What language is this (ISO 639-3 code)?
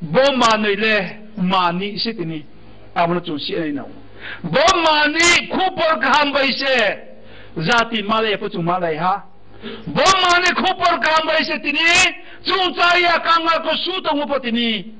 ria